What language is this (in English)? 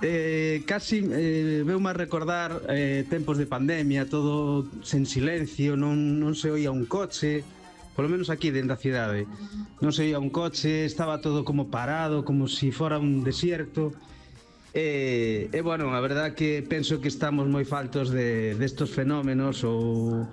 Galician